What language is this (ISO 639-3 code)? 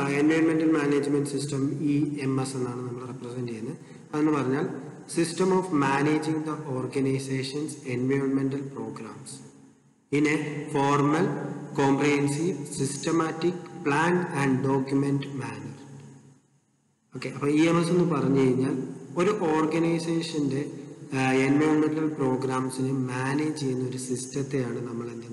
mal